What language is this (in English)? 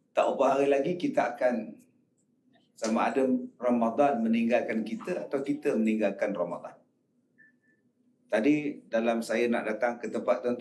Malay